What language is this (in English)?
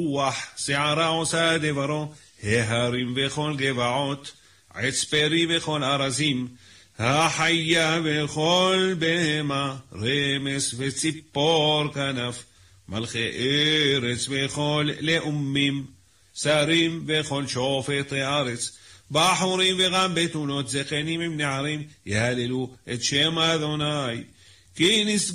Hebrew